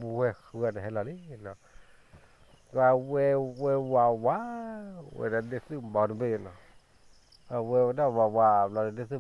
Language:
S'gaw Karen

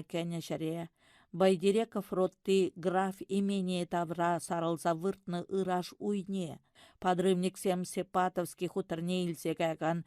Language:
Chuvash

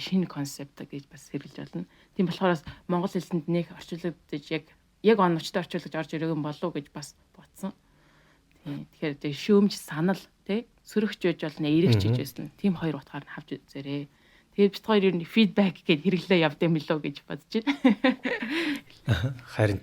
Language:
Mongolian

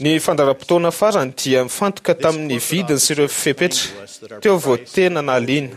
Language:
Malagasy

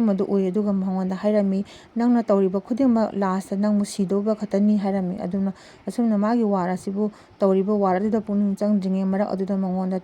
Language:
Manipuri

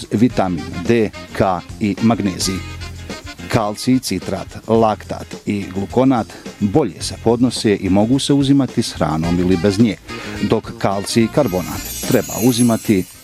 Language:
Bosnian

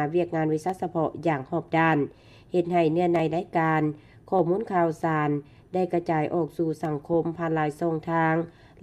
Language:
Lao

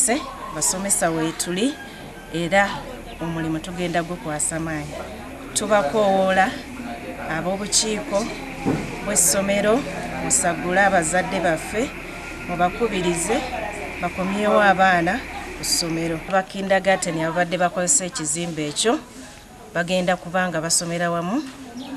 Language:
Ganda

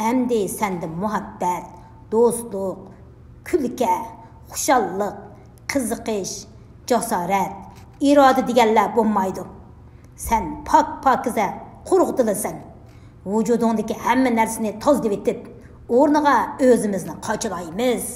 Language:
Uyghur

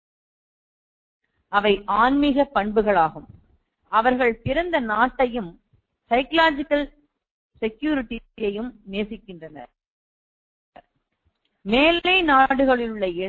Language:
Tamil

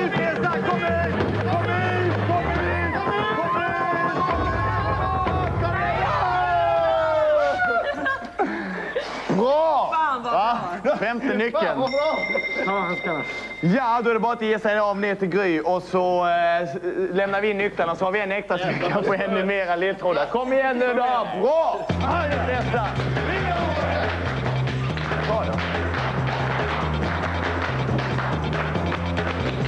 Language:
Swedish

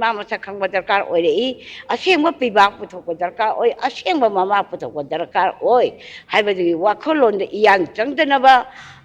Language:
Manipuri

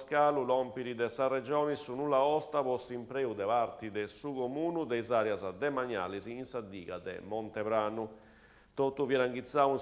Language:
Sardinian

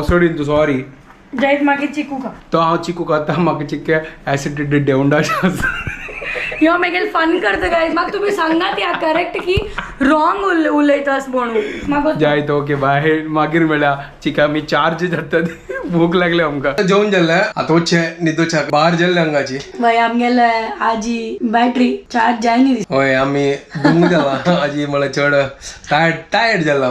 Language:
Konkani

